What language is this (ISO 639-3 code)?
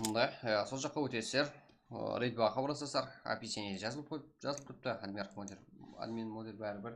kaa